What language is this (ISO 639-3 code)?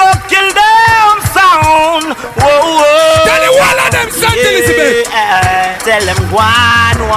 jam